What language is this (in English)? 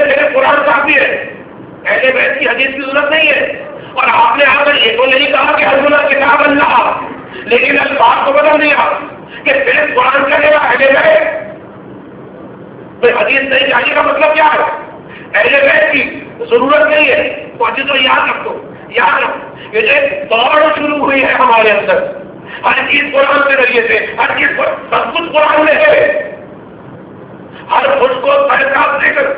Urdu